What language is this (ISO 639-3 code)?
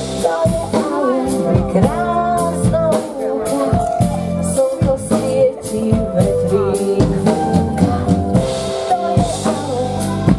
slk